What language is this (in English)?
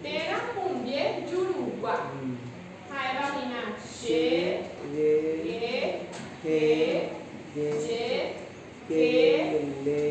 Guarani